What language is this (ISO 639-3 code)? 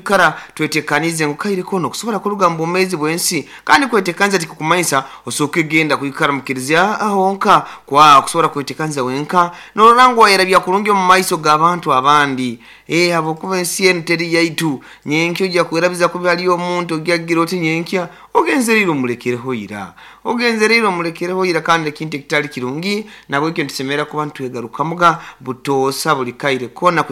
nyo